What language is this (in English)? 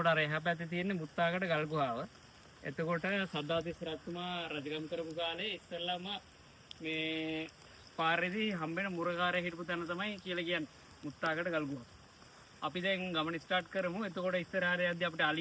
Sinhala